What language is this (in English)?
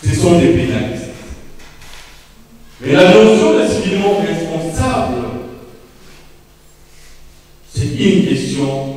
French